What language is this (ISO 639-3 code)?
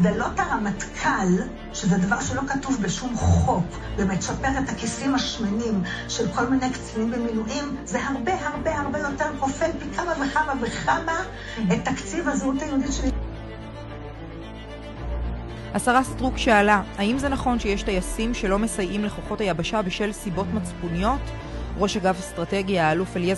heb